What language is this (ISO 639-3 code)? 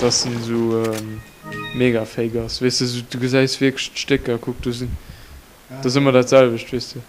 ltz